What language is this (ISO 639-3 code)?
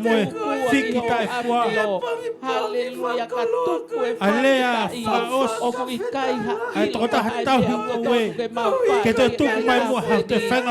ton